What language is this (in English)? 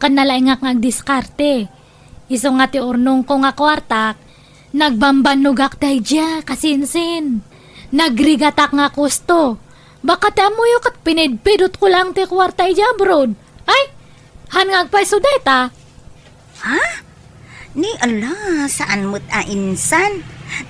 Iloko